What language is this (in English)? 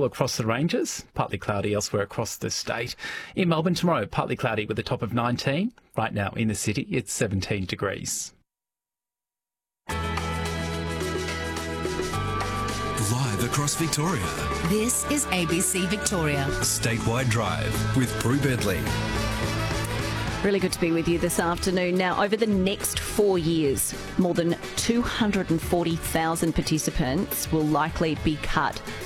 English